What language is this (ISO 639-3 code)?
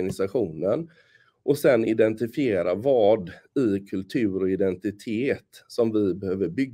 swe